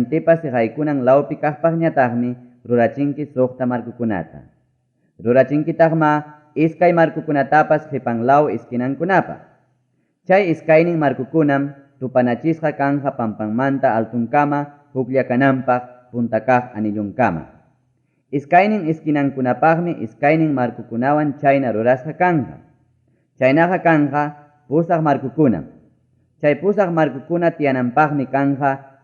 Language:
Ayacucho Quechua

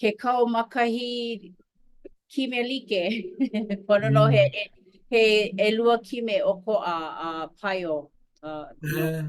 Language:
Hawaiian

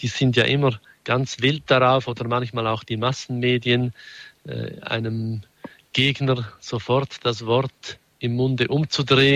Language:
German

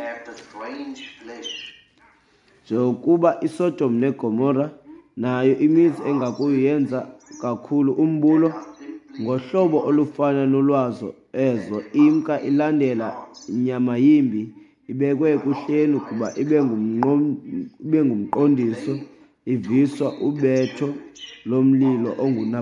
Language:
Xhosa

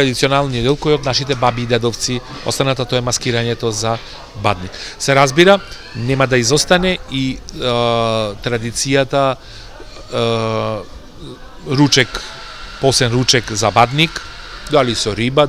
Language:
Macedonian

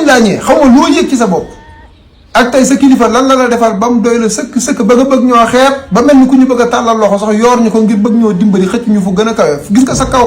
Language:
Wolof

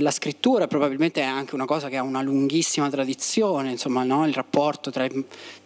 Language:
Italian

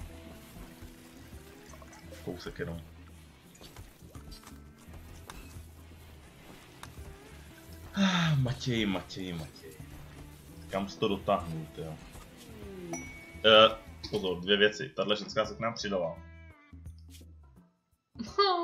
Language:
Czech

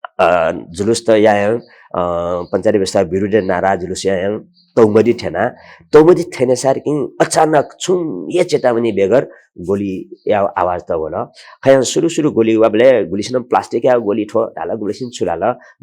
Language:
Newari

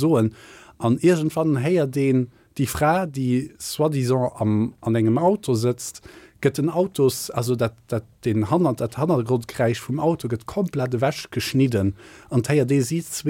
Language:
Luxembourgish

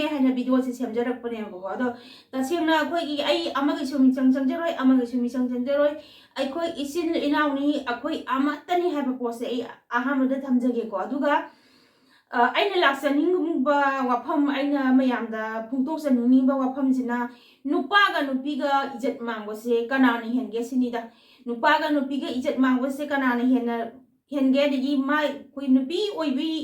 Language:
Manipuri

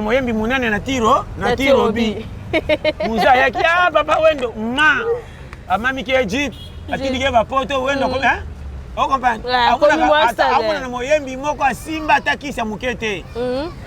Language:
Lingala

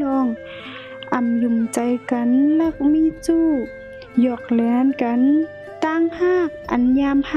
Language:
Shan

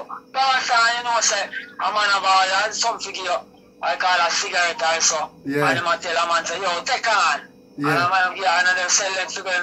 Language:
Jamaican Creole English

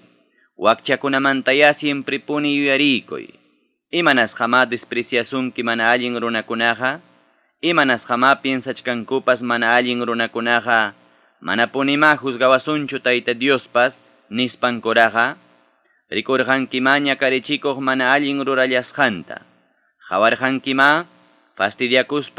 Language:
Quechua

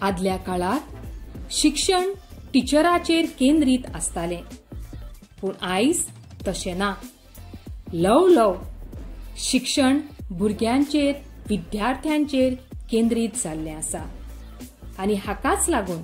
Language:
Konkani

